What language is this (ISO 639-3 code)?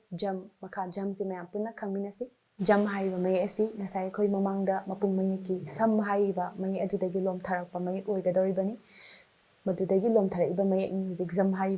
mni